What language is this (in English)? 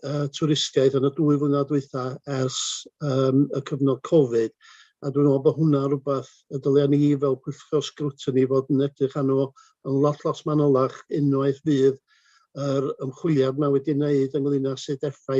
Welsh